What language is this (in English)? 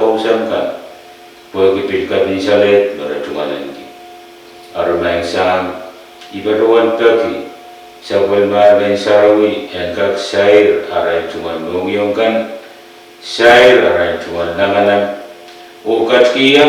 Pohnpeian